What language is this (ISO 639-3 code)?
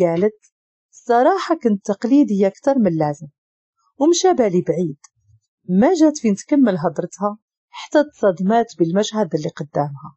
ary